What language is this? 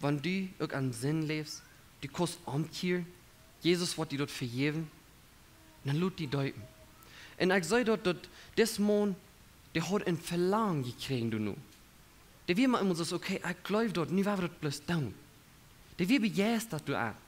Plautdietsch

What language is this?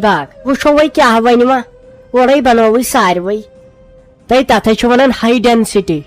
Kashmiri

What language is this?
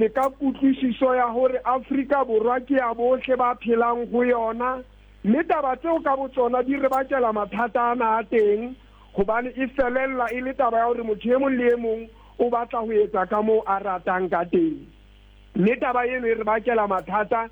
Southern Sotho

